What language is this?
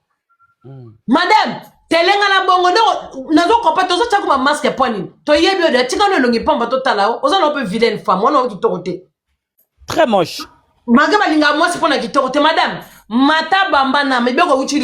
Lingala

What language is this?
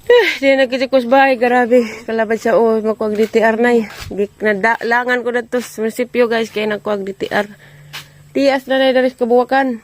Cebuano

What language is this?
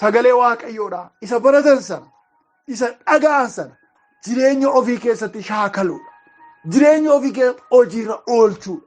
Oromo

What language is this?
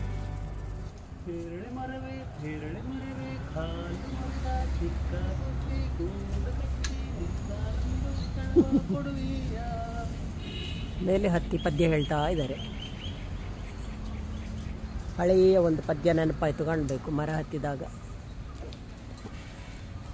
Kannada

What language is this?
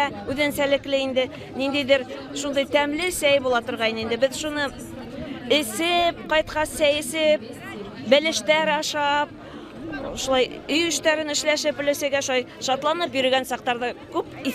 Bashkir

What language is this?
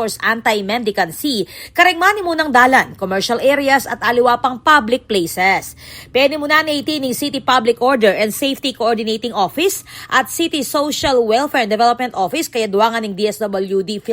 Pampanga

